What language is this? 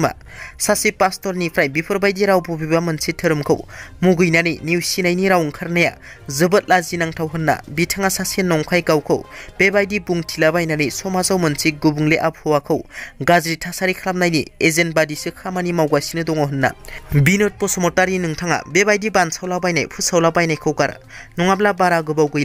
Bodo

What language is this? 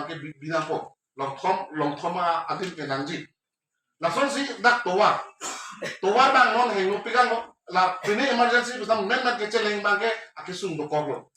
Karbi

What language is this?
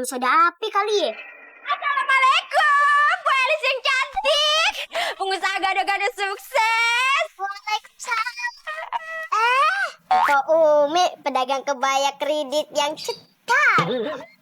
Betawi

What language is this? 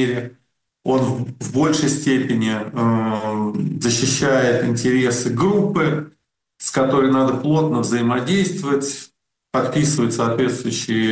Russian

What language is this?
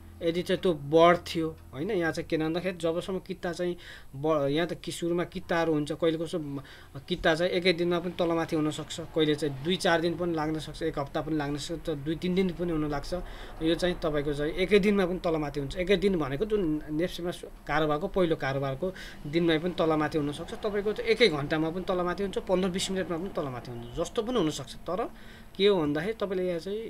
Nepali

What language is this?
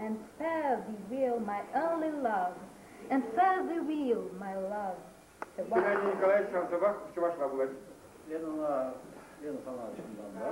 Chuvash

